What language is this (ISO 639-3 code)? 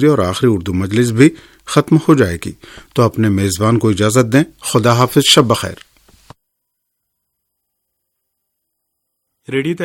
urd